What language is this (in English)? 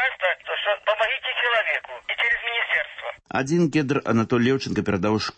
Belarusian